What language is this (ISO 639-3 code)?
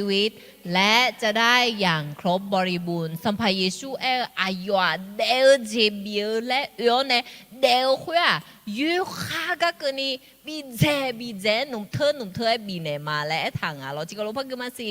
ahk